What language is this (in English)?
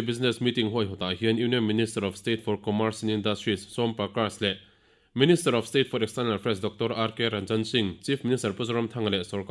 Mizo